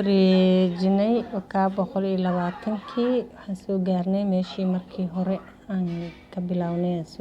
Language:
Somali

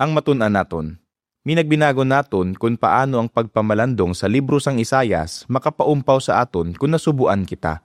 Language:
Hiligaynon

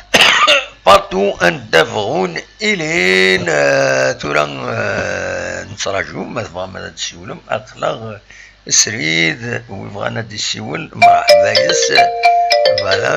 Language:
Kabyle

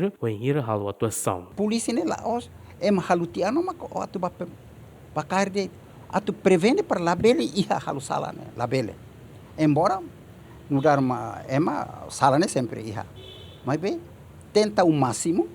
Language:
Tetum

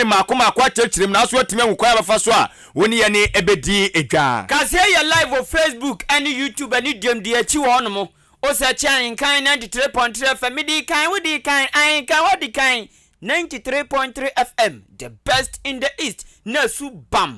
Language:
Akan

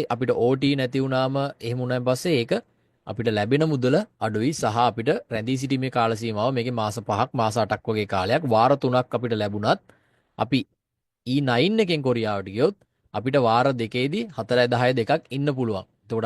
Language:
Sinhala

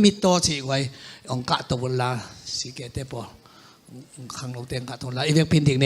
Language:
Tedim Chin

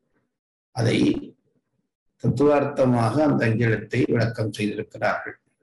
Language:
Tamil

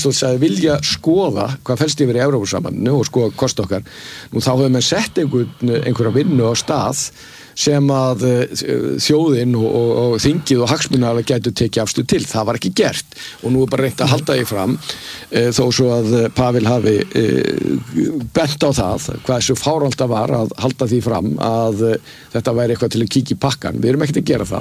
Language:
Icelandic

